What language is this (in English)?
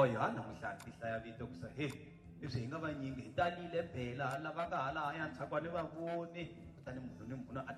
Tsonga